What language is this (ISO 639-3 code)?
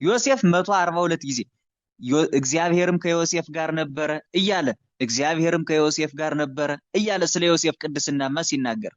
amh